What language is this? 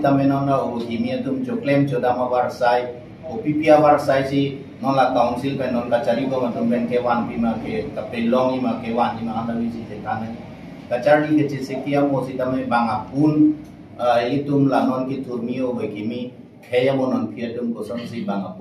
Karbi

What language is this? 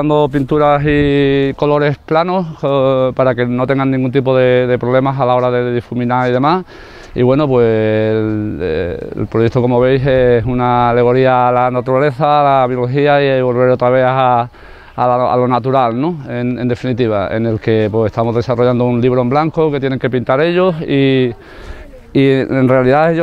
Spanish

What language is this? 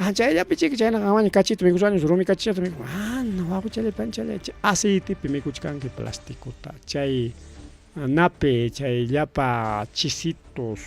Ayacucho Quechua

